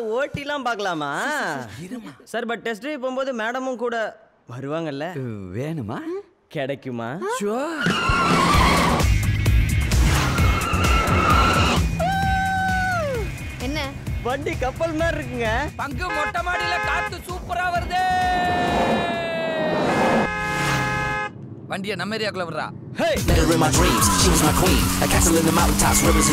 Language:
Tamil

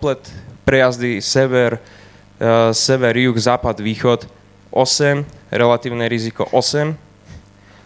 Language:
Slovak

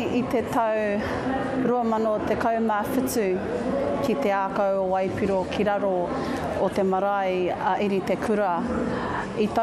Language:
Māori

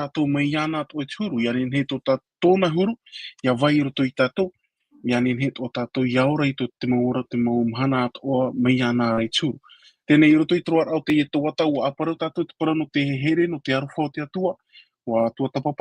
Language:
Tahitian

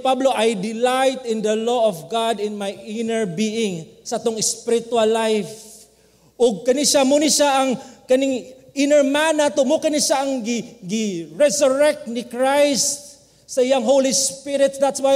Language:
Cebuano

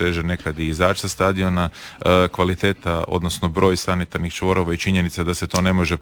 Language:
Croatian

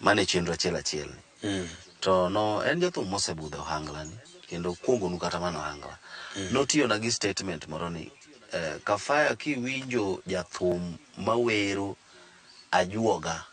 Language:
Luo (Kenya and Tanzania)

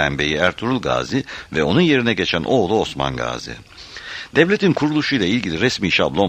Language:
Turkish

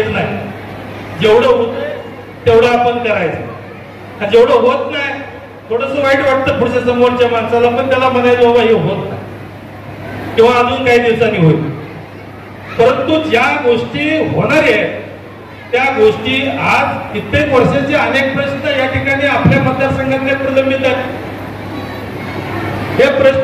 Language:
Marathi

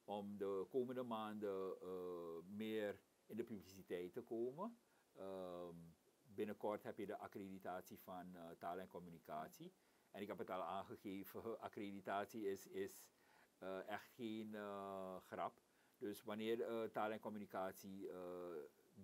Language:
Dutch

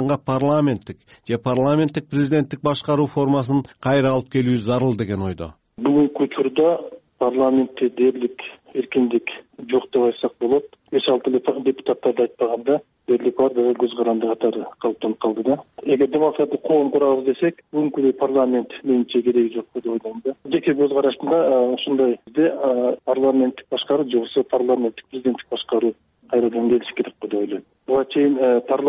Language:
Kyrgyz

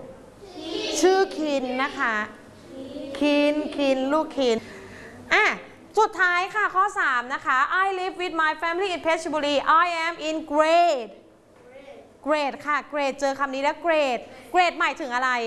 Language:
Thai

